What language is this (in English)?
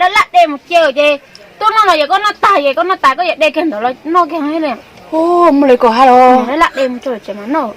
Hmong